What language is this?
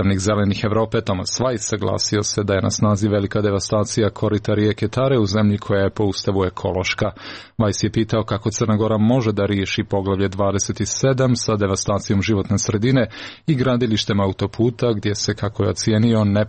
Croatian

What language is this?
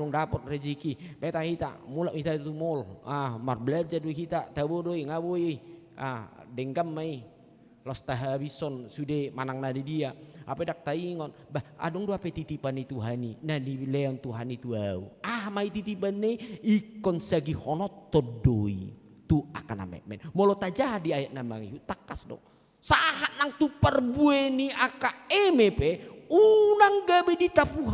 Batak Toba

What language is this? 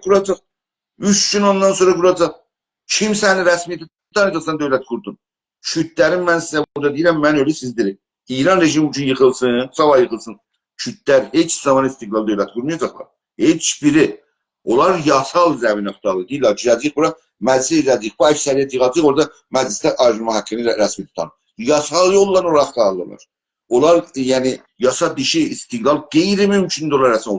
South Azerbaijani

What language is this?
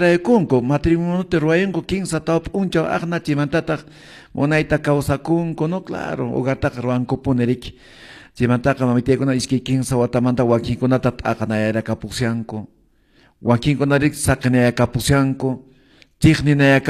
Quechua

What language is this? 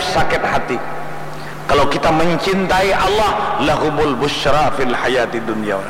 Banjar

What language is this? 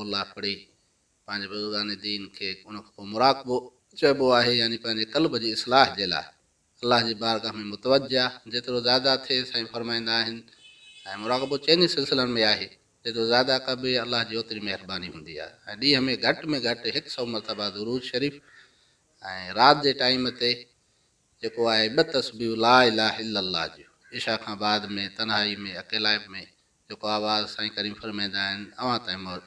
Sindhi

